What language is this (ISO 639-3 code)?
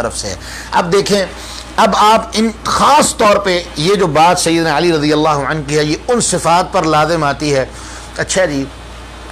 urd